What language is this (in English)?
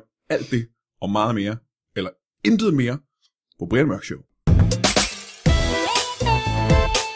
Danish